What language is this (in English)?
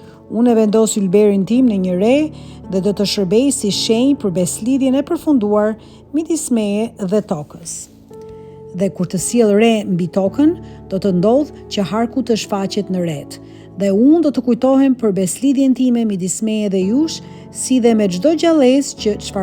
Albanian